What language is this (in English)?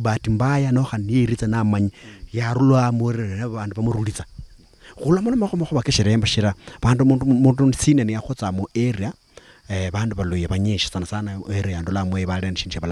Luyia